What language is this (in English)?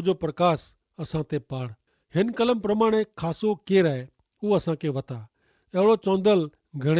Kachhi